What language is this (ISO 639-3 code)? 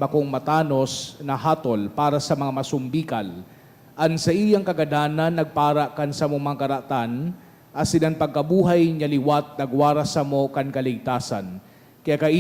bik